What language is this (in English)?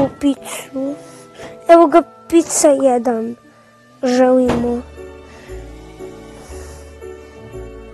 Croatian